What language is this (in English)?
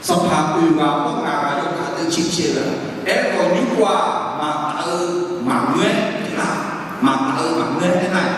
Akha